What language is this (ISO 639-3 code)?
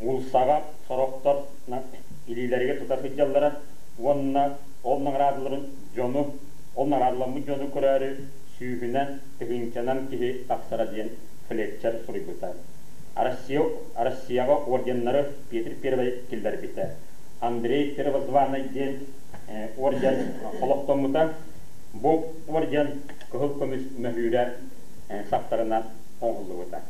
sah